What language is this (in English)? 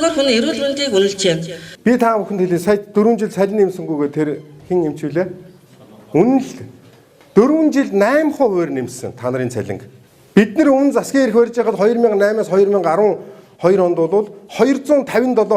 Mongolian